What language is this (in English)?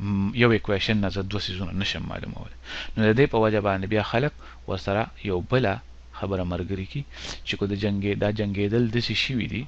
Pashto